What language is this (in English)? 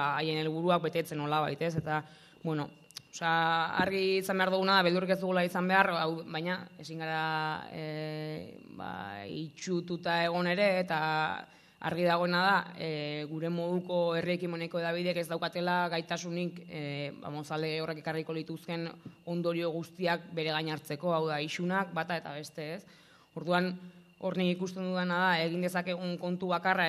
Basque